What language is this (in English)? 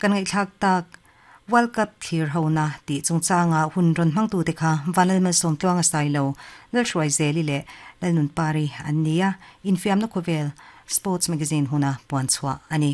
Mizo